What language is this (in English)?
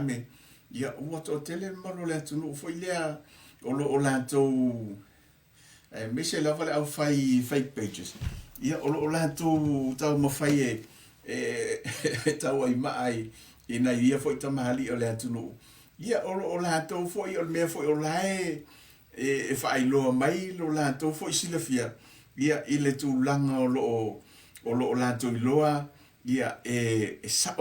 Samoan